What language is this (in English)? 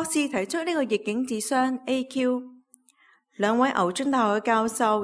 Cantonese